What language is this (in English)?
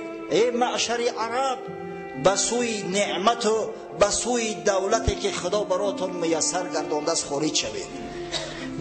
Tajik